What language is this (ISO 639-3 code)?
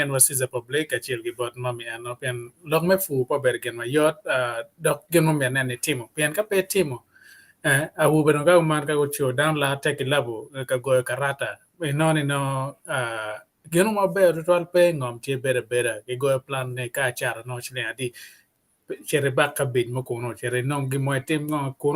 ach